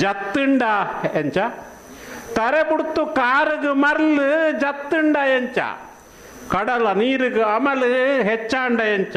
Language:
Tulu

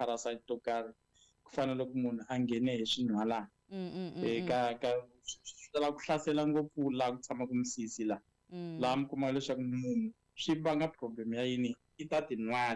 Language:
Tsonga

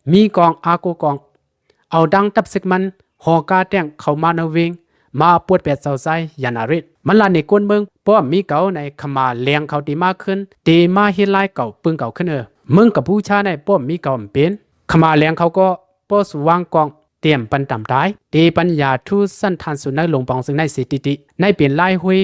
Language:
Shan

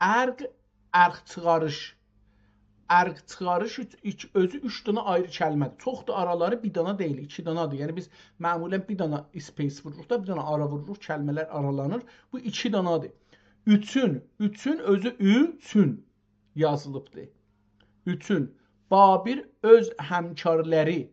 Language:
South Azerbaijani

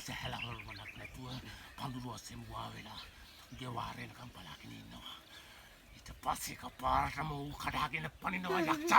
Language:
Sinhala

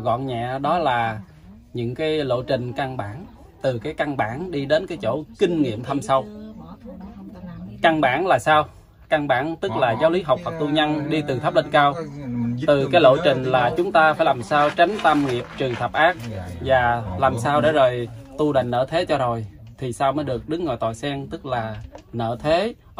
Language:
Vietnamese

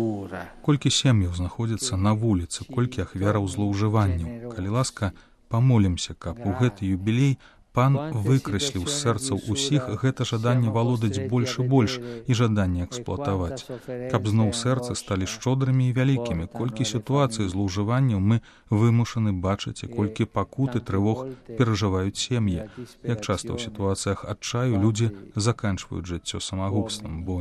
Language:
Belarusian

